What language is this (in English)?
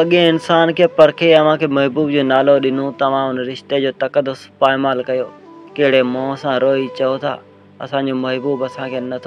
Sindhi